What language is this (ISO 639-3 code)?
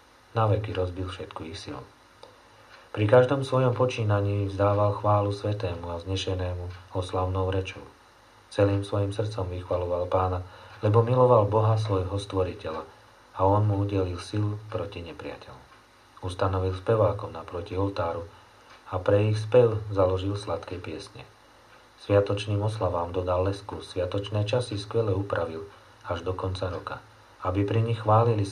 slk